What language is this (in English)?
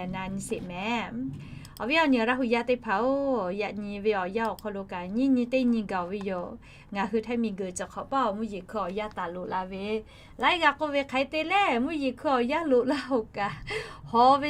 Lahu